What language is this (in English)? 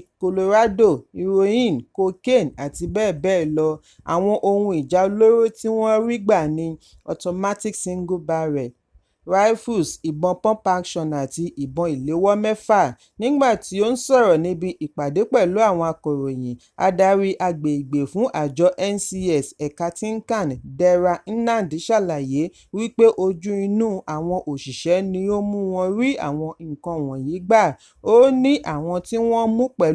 Yoruba